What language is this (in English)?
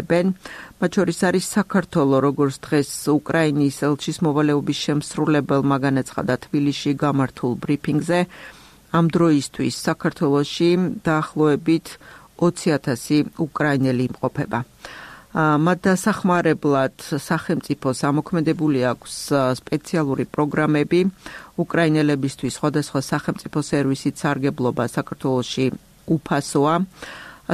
Georgian